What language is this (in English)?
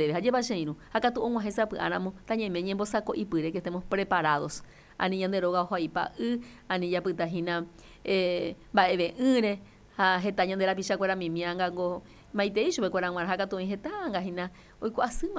Guarani